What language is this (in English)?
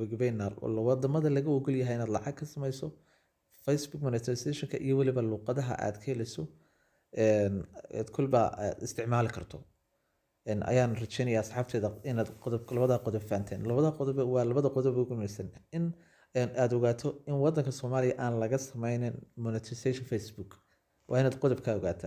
Somali